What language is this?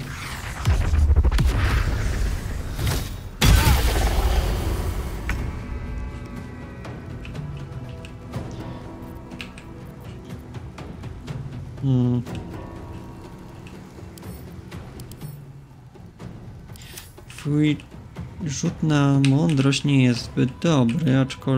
Polish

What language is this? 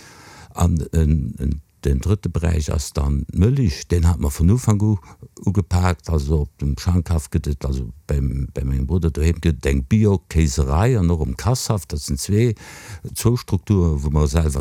Luxembourgish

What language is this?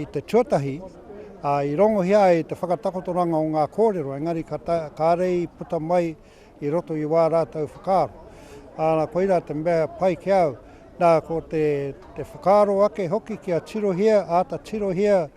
Māori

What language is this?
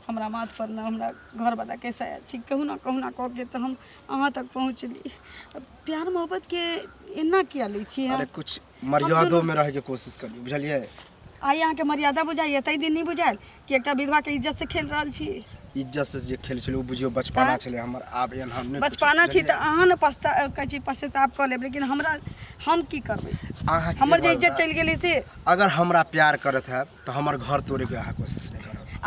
Maithili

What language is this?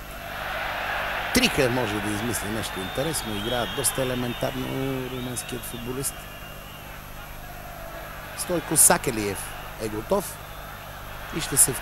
Bulgarian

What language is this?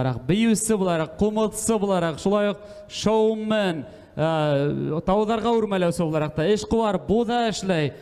Bashkir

